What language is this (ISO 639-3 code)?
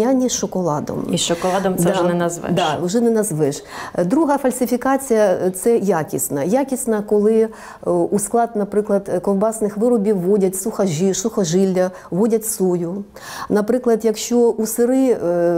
ukr